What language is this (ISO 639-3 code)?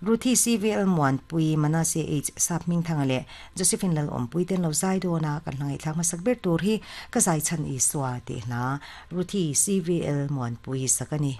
lus